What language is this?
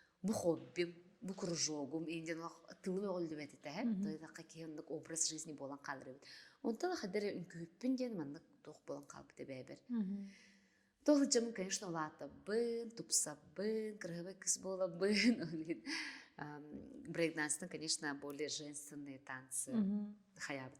Yakut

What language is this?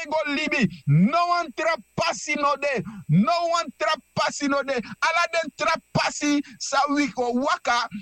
Sranan Tongo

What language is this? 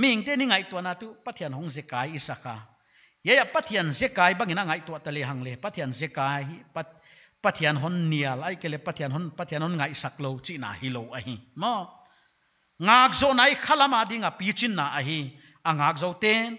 Paite Chin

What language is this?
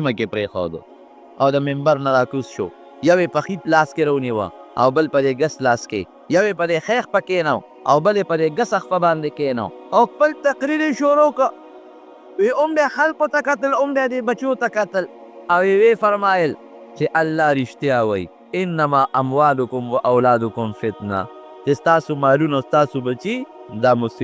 Pashto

